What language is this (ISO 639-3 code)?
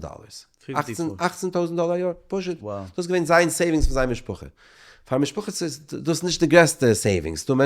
yid